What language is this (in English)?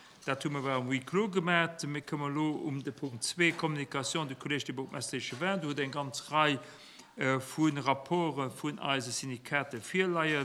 Luxembourgish